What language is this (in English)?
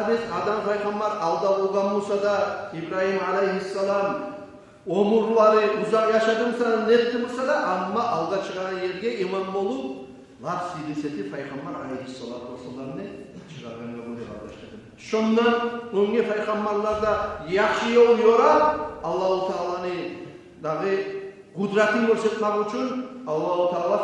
Kumyk